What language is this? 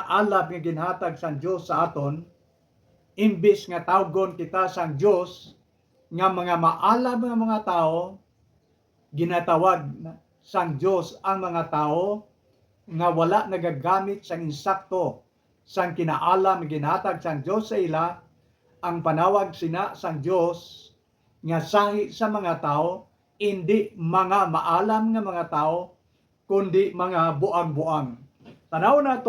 Hiligaynon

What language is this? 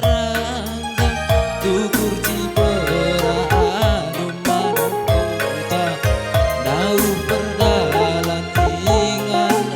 Batak Karo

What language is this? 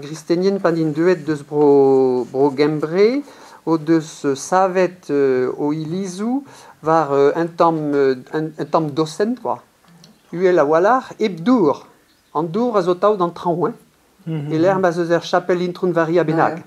Breton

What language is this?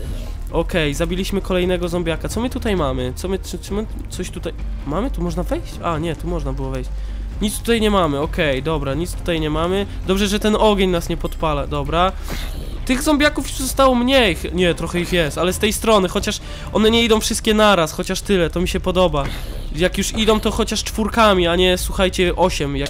Polish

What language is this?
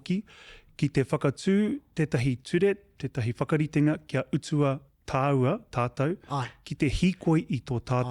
Māori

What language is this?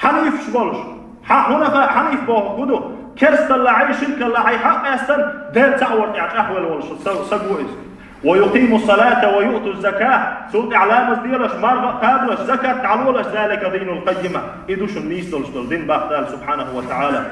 Chechen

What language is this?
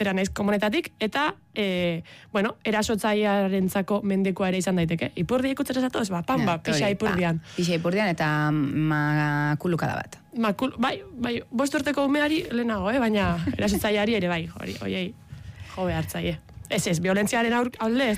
Basque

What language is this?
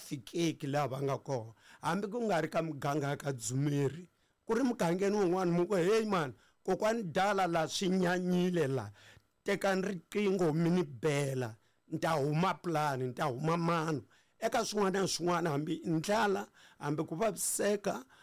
Tsonga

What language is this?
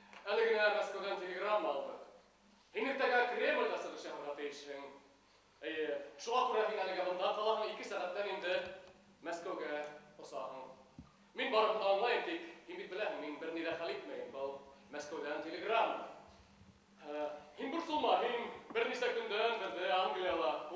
Bashkir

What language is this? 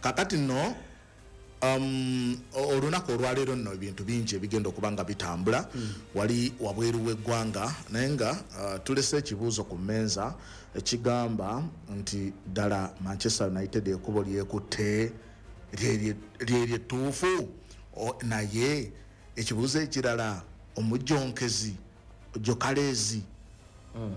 Ganda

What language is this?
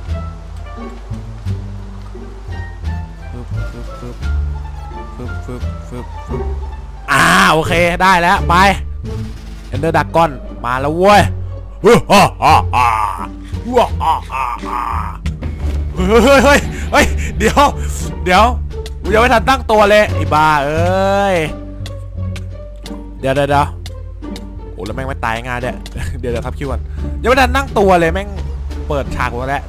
Thai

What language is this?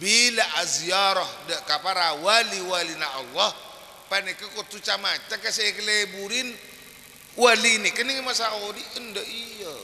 Madurese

